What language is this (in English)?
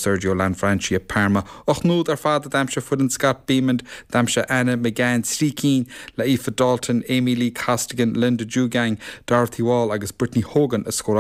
Irish